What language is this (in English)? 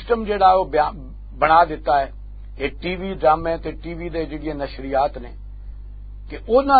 Western Panjabi